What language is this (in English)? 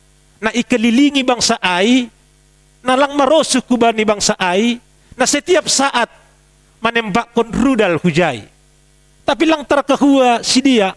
Batak Simalungun